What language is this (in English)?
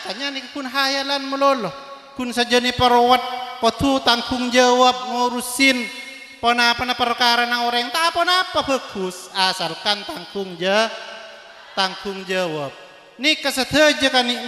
Madurese